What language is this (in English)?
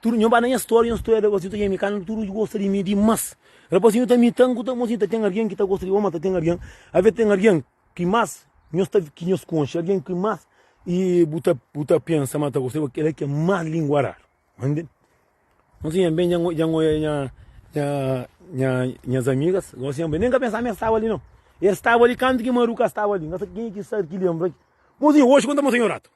Kabuverdianu